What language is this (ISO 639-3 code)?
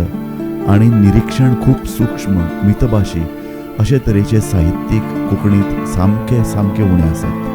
kok